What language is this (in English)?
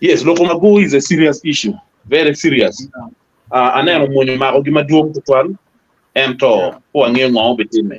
Acoli